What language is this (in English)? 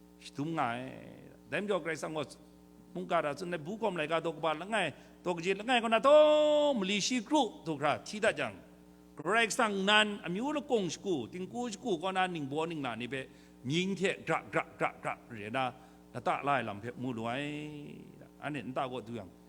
Kachin